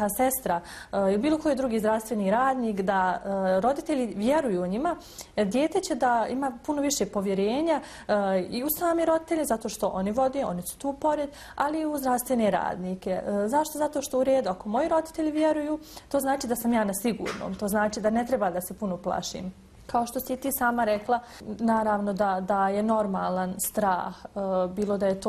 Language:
Bosnian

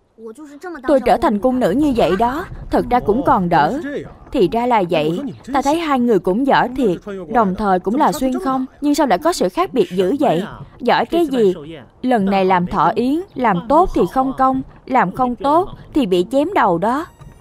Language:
Vietnamese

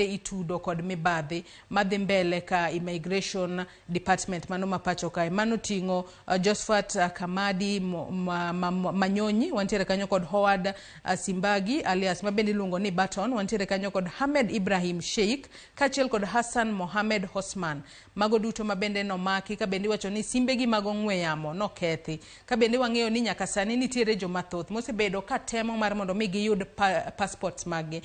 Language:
Luo (Kenya and Tanzania)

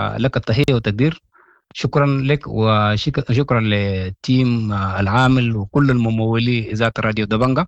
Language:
Sudanese Arabic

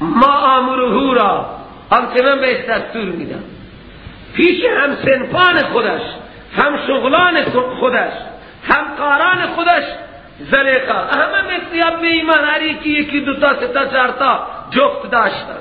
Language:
Persian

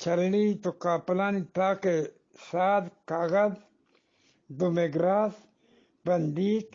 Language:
Eastern Balochi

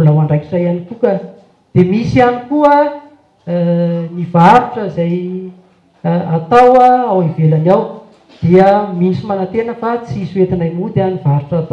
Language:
Malagasy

